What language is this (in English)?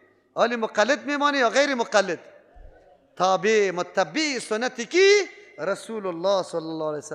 Persian